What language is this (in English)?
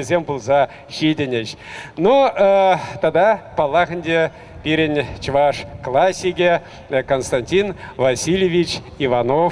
Chuvash